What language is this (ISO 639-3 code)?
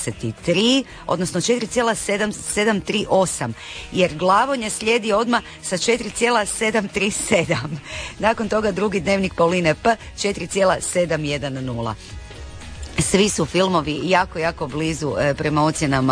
hrv